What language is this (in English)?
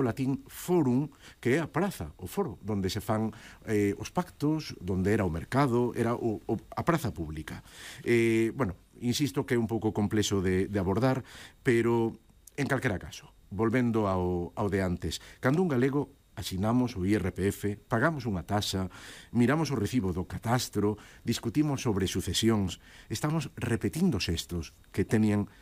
Galician